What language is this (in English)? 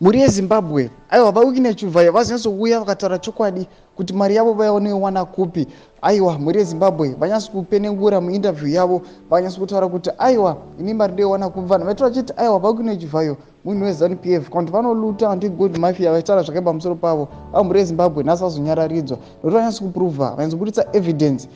Shona